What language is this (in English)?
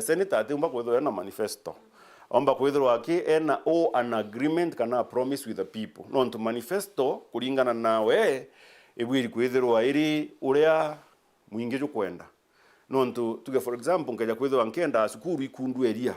Meru